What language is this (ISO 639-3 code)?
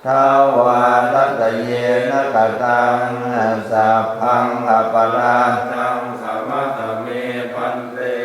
pli